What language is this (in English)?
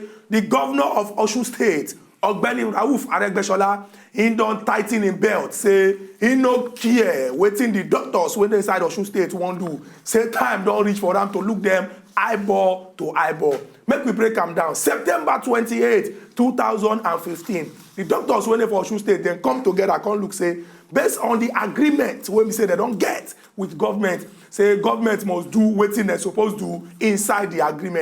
Nigerian Pidgin